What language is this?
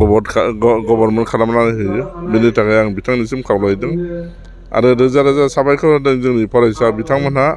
Bodo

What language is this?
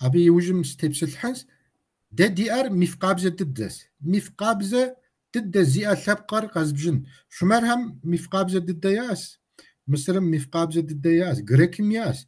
Kabardian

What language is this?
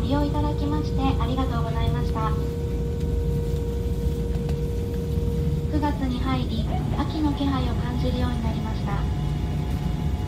Japanese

